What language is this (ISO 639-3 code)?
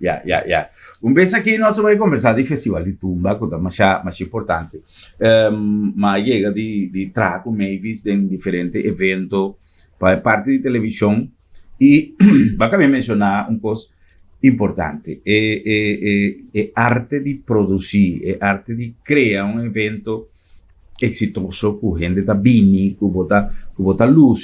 pap